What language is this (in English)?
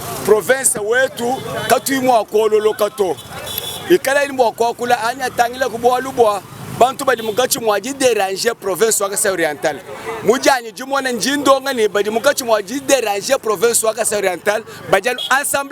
Luba-Lulua